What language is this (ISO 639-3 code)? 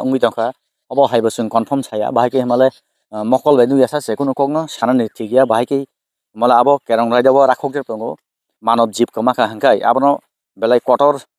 trp